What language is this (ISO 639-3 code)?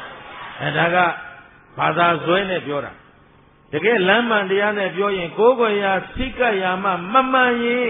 mya